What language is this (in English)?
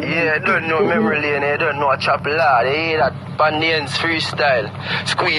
Jamaican Creole English